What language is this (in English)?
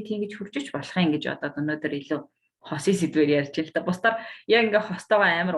Mongolian